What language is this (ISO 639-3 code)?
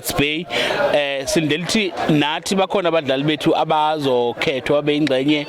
zul